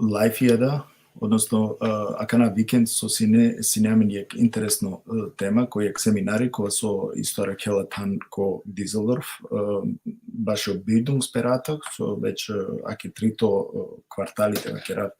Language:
Balkan Romani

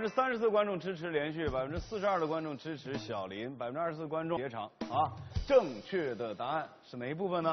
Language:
Chinese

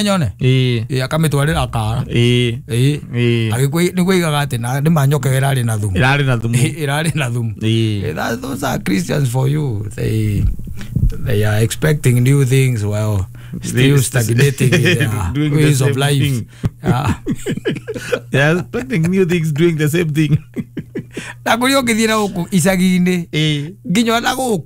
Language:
Kikuyu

